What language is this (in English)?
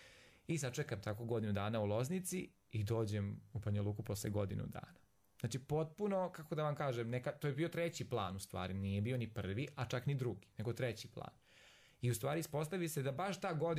Serbian